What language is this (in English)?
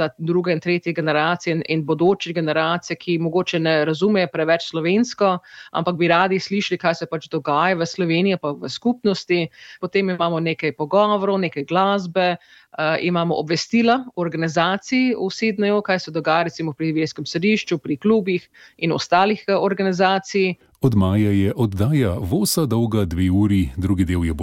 Slovenian